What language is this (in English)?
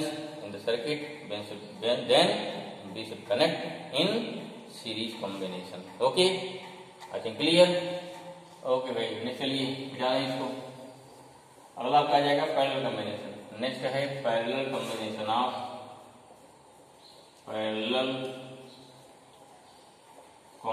Hindi